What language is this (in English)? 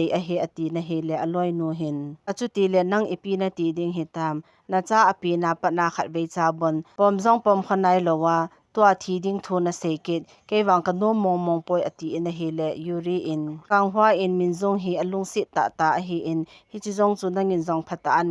Thado Chin